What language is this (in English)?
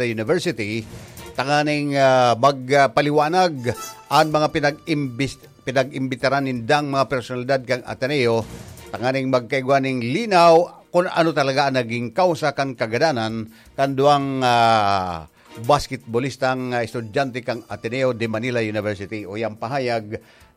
Bikol